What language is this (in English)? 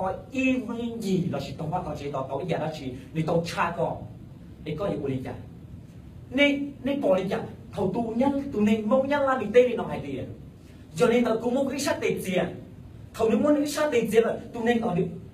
Hmong